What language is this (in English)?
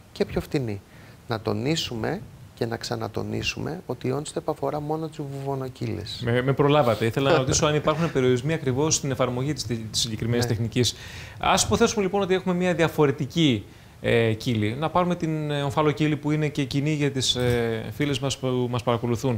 Greek